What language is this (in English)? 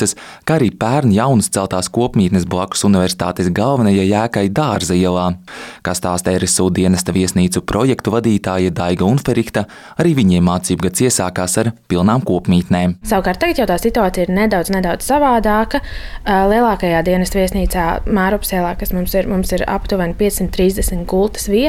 Latvian